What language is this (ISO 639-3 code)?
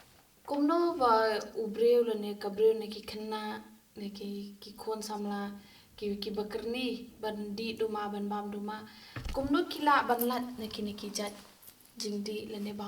kha